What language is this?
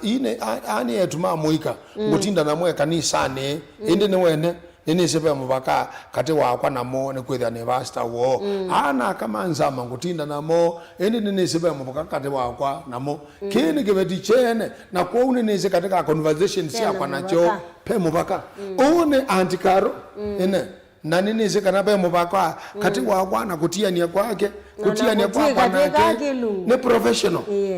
Kamba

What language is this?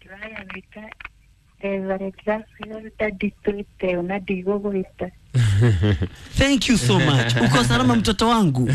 Kikuyu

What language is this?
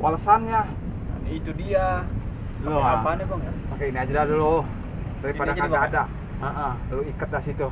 Betawi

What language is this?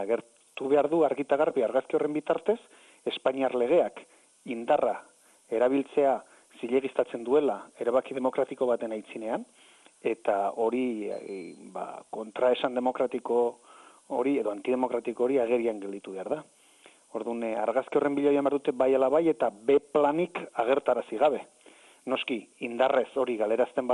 Basque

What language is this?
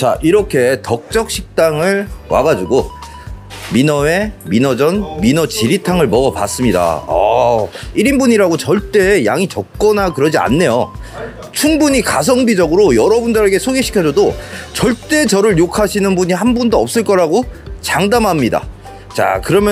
Korean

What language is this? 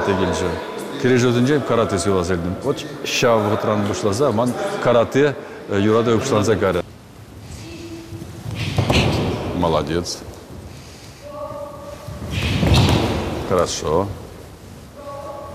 Chuvash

